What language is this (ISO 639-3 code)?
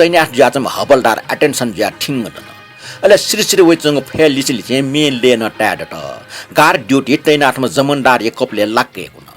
new